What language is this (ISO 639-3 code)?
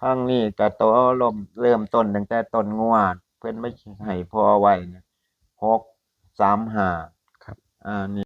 tts